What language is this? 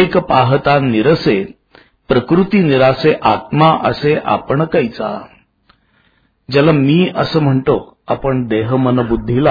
Marathi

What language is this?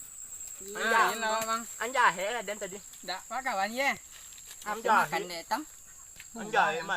Minangkabau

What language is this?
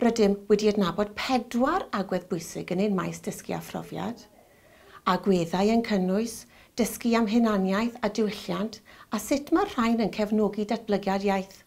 Welsh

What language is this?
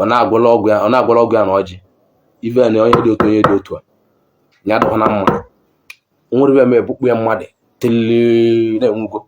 Igbo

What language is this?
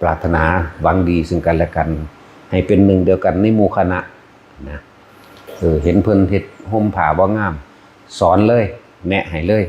Northeastern Thai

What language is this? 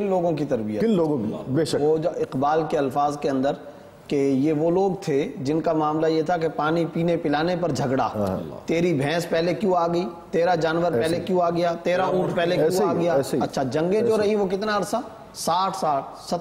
Urdu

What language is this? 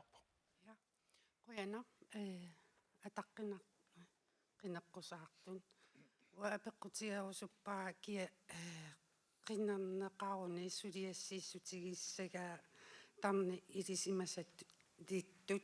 Kalaallisut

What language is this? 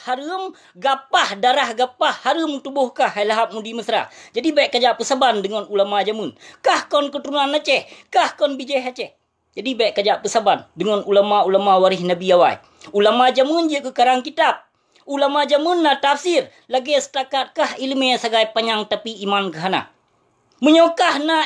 Achinese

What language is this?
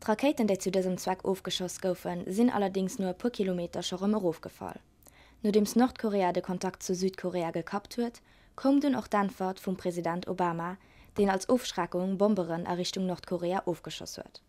Luxembourgish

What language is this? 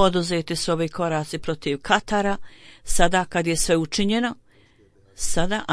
Bosnian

